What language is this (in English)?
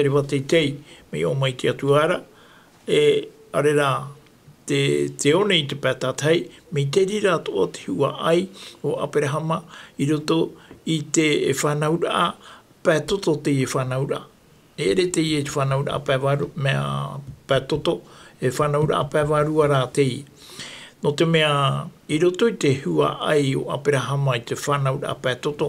Tahitian